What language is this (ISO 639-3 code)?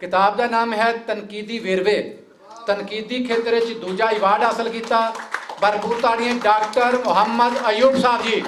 lah